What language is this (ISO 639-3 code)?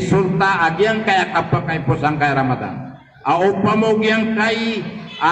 mrw